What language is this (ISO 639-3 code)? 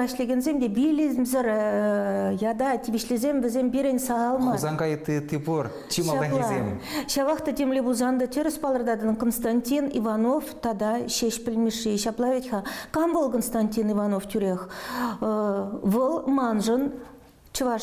chv